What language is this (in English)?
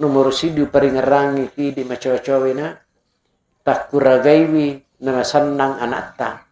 Buginese